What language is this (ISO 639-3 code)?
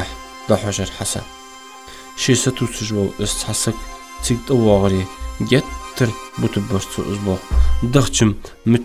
inh